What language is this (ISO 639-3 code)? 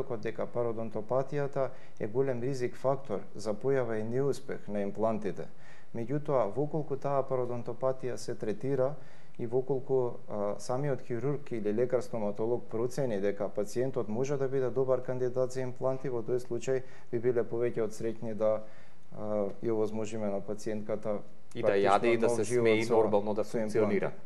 mkd